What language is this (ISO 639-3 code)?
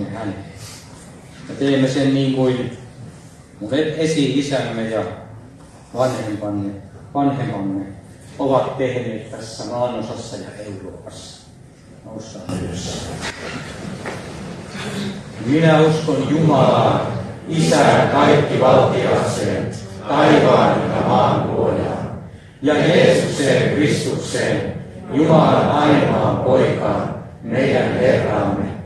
fin